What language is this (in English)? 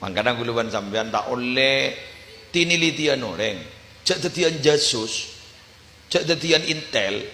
Madurese